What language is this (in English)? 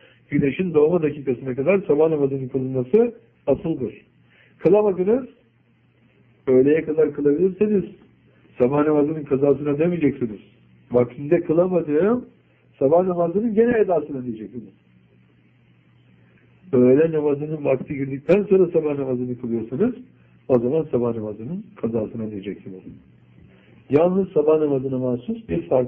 Turkish